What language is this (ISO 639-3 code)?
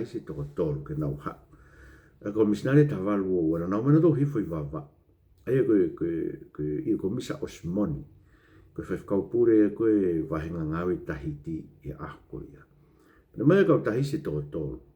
ton